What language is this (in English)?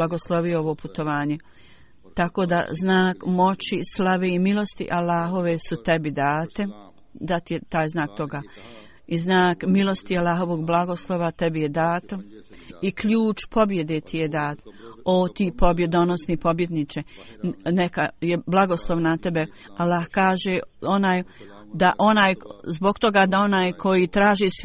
Bosnian